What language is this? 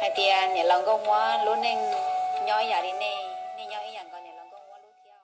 Hmong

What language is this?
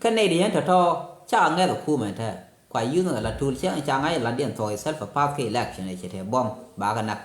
Nuer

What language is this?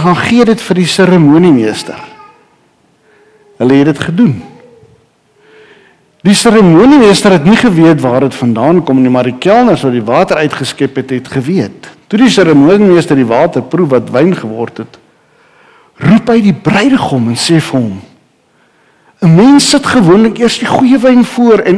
Afrikaans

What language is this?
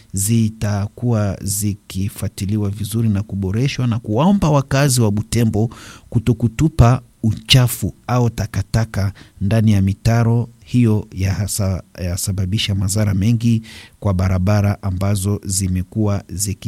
Swahili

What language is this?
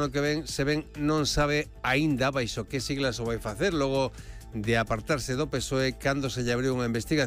Galician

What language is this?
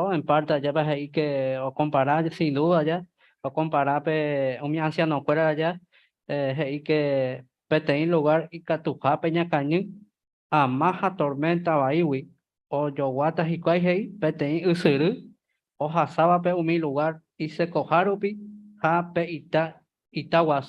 Guarani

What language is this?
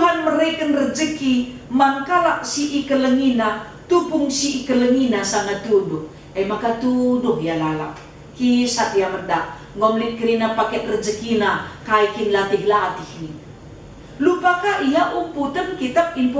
Batak Karo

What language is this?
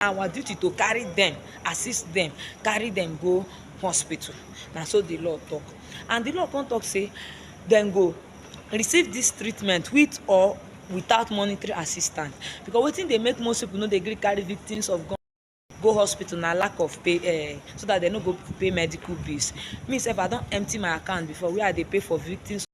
Nigerian Pidgin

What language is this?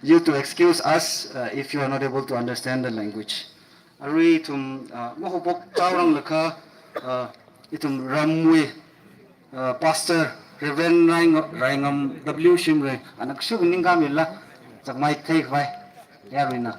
Tangkhul Naga (India)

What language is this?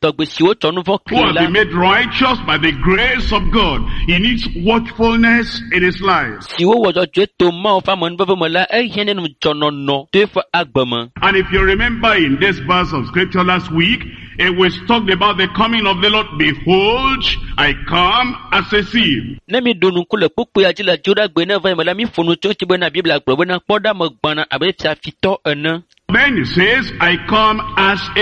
Ewe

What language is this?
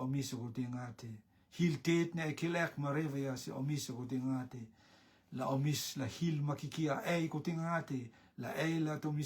Rotuman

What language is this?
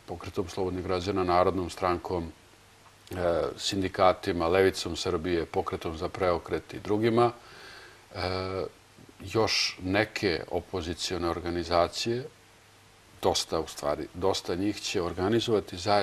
Serbian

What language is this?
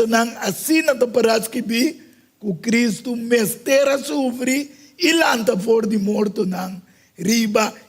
Papiamento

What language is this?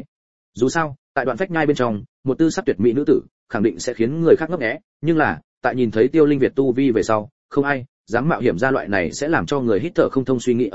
Vietnamese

